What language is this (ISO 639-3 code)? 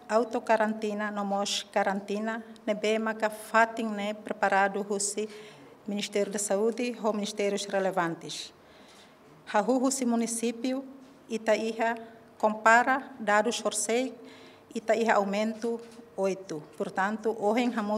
tet